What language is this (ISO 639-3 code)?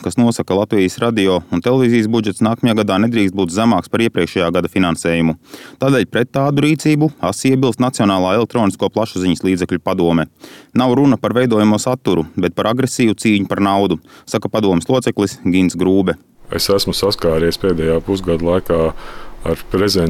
lav